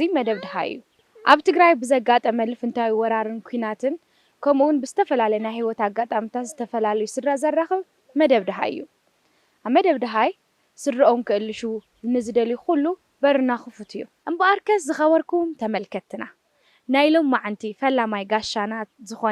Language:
Tigrinya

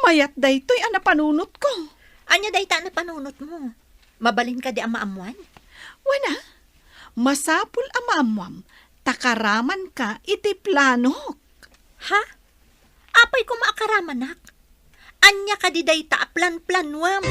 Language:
Iloko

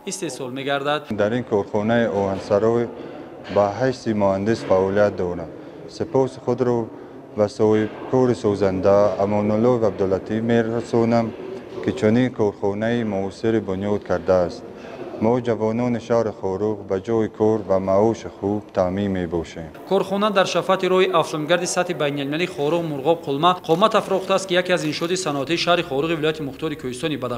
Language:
Tajik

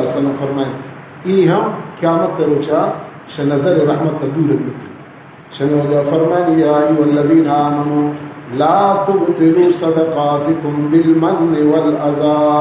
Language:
Baluchi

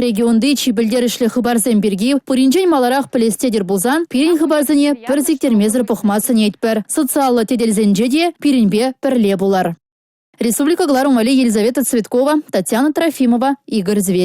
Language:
Chuvash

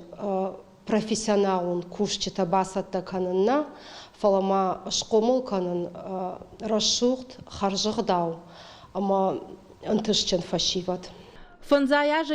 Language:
Ossetic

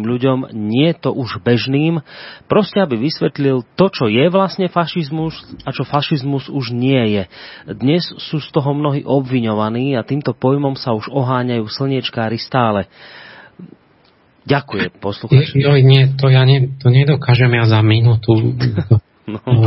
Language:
Slovak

